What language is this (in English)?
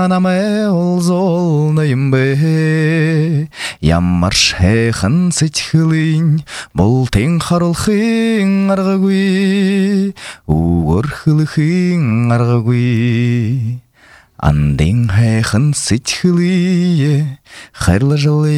Buriat